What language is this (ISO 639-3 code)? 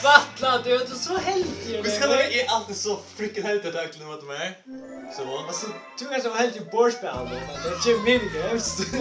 fao